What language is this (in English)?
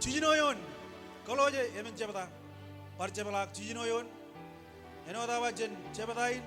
Marshallese